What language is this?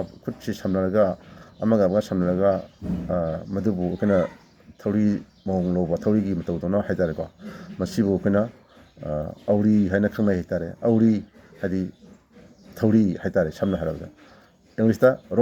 Manipuri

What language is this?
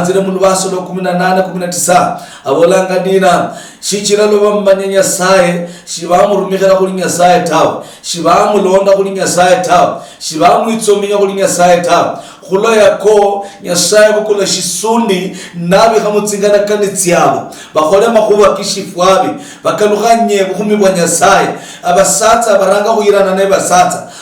Luyia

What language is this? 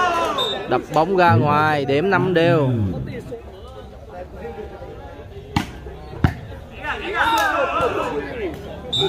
Vietnamese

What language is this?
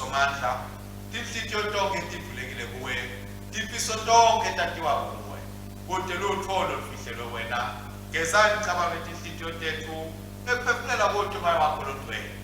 Swati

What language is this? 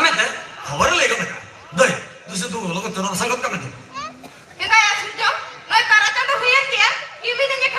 Santali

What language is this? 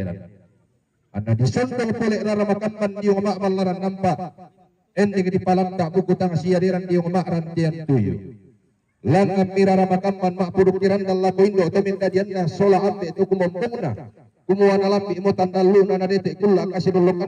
Toraja-Sa'dan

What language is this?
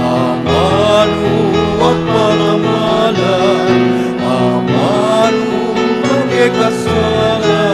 Pampanga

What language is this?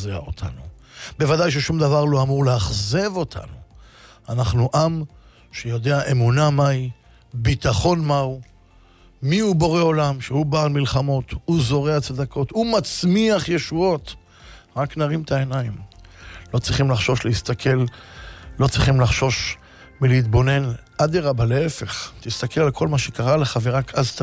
Hebrew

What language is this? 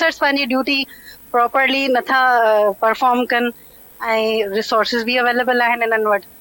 Sindhi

